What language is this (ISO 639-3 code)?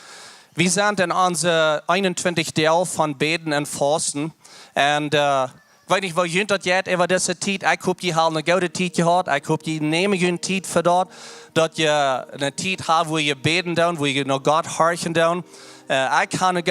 pdt